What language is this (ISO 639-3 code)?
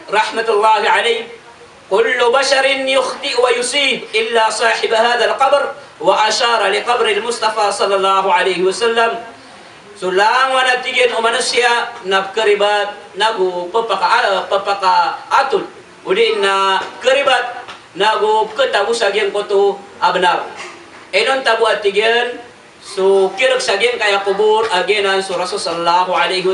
mrw